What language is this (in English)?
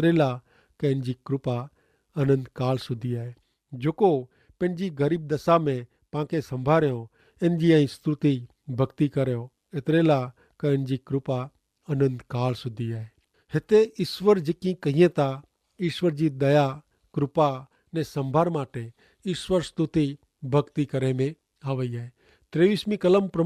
Kachhi